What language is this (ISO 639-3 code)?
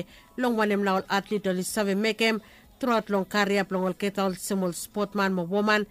bis